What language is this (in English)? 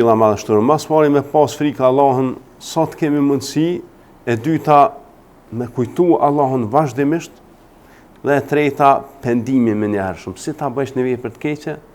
Albanian